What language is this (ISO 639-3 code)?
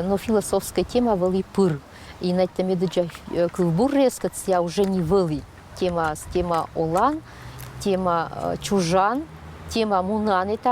koi